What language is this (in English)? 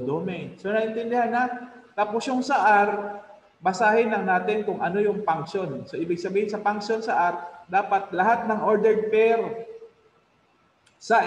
Filipino